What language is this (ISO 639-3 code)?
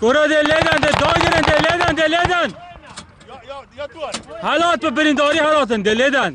kur